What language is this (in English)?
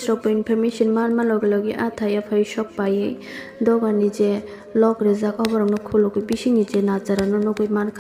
Kok Borok